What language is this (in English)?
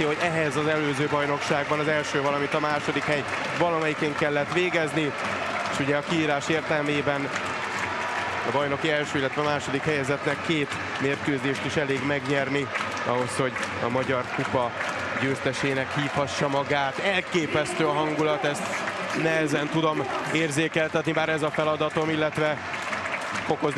Hungarian